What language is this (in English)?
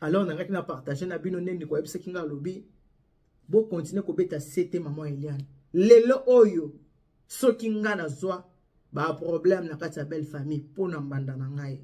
Lingala